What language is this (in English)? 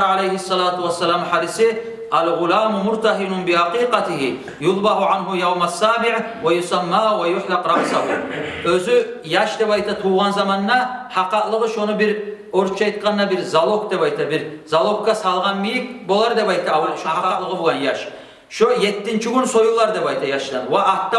Kumyk